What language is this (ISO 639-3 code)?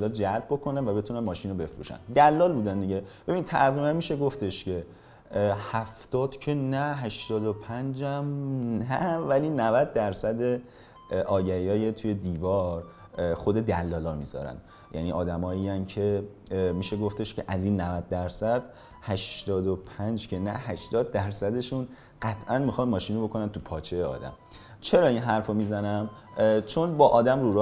fas